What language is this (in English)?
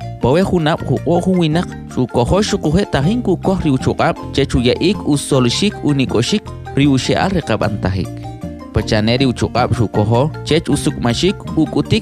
Kʼicheʼ